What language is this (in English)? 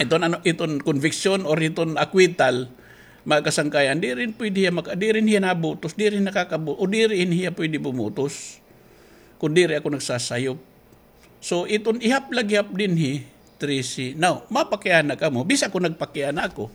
Waray